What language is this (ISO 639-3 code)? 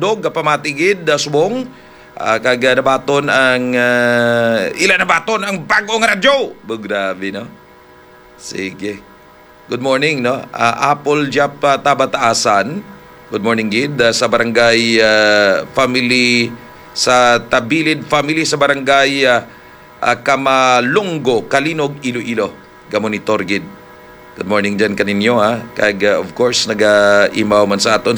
hil